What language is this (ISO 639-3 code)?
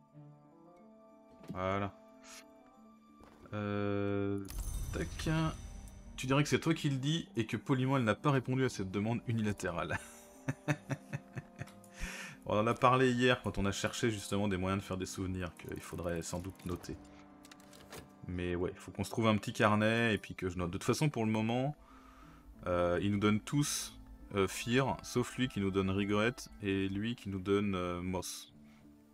fra